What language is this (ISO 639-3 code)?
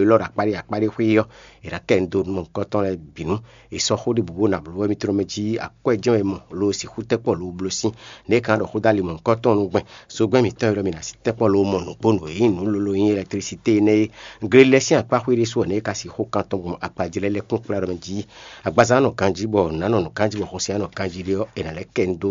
fon